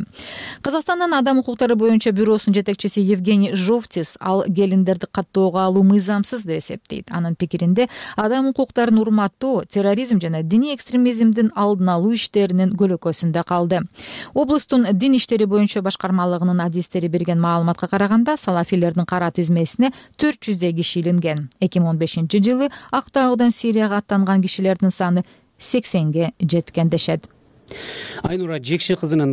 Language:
Kyrgyz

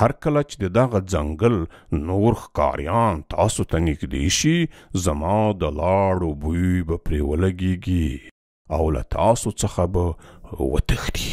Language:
Pashto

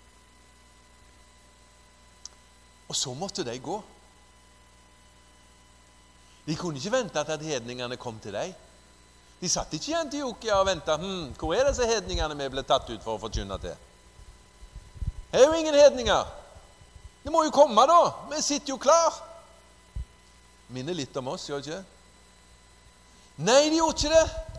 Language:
Norwegian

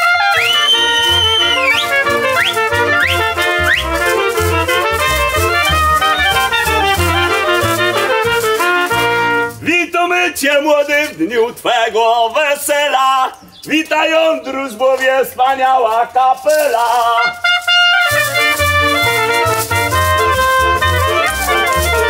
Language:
Polish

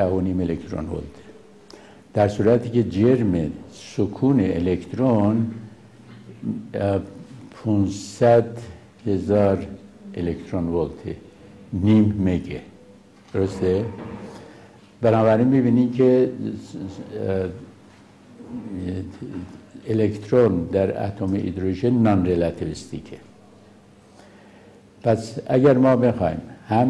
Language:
Persian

